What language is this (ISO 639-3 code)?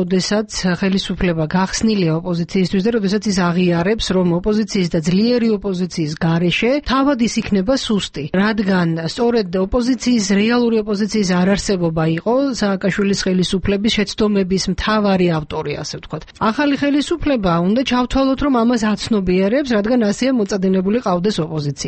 kat